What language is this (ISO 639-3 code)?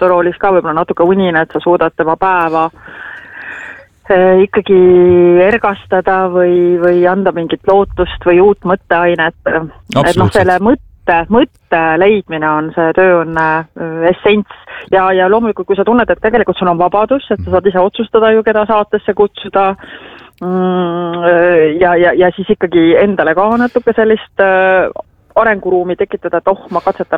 est